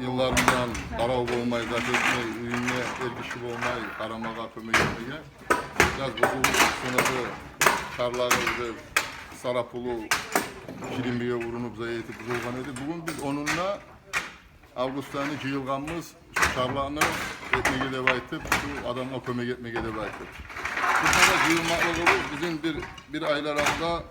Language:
Kumyk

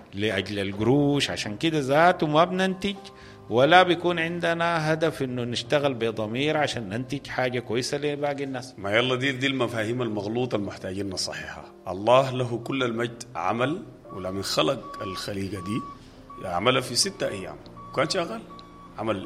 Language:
Sudanese Arabic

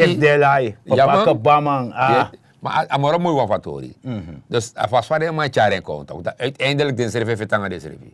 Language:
Sranan Tongo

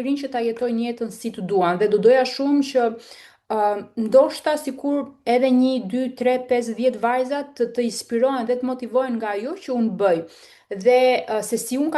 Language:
Albanian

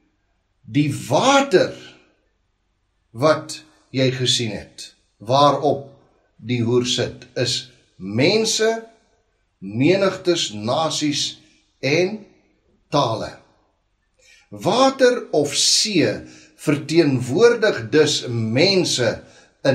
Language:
Afrikaans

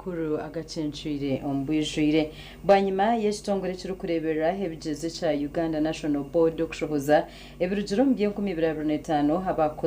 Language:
Nyankole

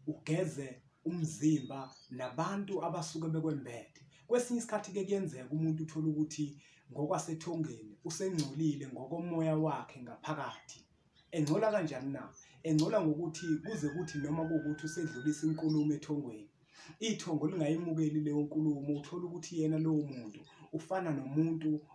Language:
Zulu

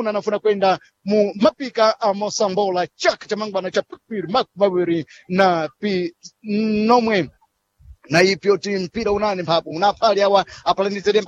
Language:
Sena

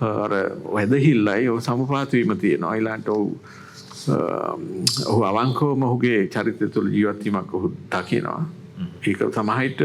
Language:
Sinhala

